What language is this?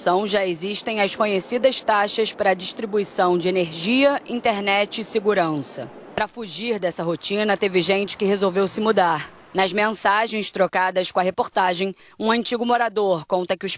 Portuguese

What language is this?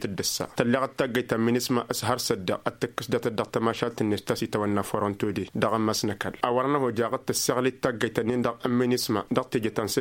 Tamasheq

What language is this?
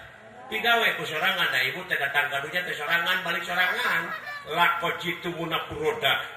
Sundanese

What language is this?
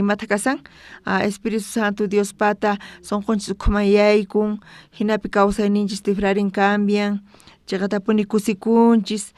South Bolivian Quechua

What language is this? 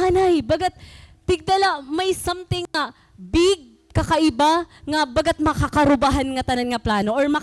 Waray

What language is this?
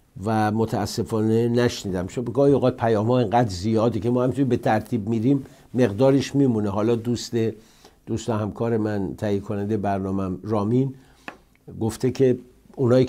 Persian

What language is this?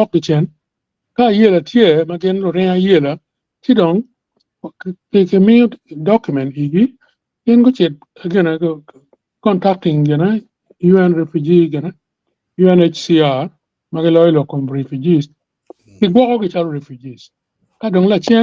Acoli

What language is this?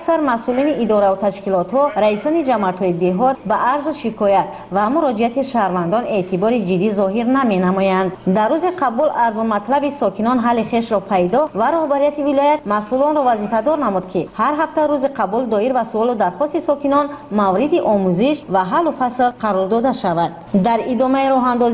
Tajik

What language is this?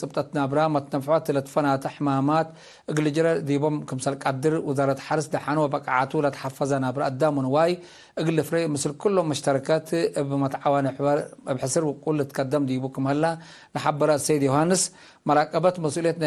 Tigre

